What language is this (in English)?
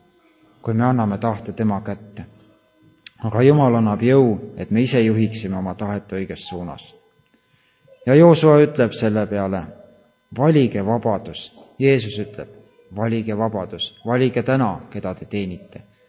Estonian